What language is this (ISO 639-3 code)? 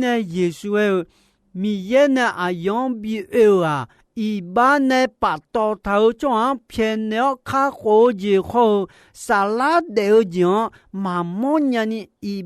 ahk